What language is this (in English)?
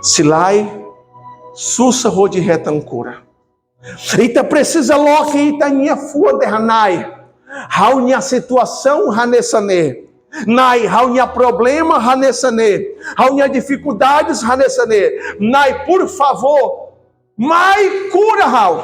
Tetum